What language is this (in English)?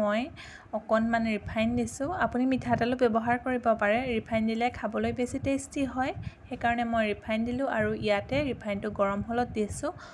Assamese